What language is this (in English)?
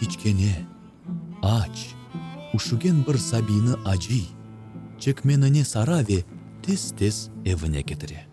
Crimean Tatar